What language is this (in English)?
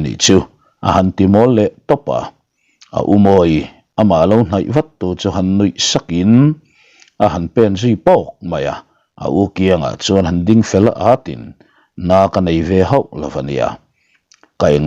Mizo